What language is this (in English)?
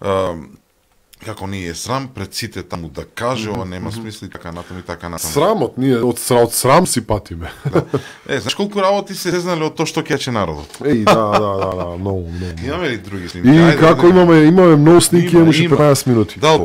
Macedonian